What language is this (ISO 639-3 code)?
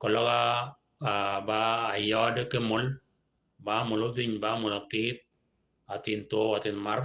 shk